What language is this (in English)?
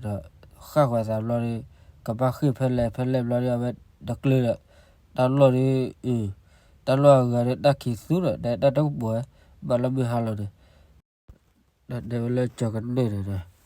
S'gaw Karen